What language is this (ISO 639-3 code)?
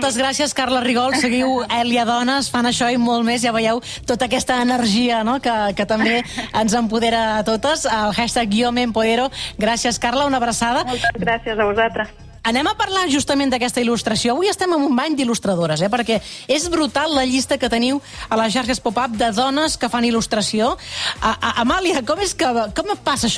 cat